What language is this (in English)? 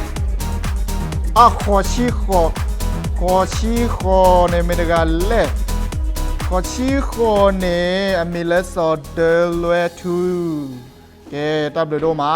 S'gaw Karen